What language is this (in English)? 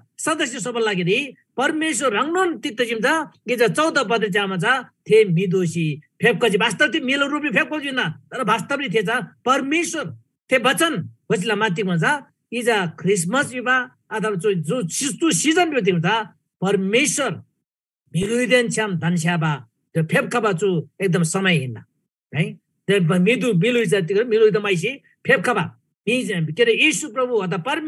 Eastern Tamang